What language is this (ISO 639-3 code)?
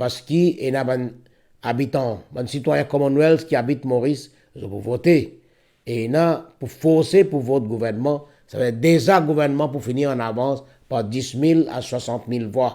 mfe